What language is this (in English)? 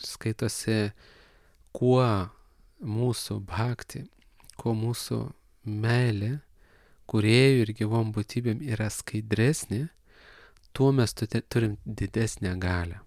Lithuanian